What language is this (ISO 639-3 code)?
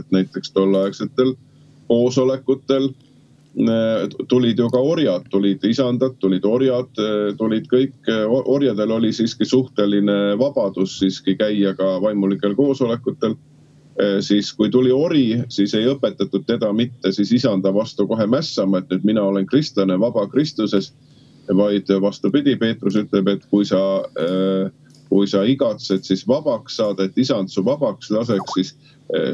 est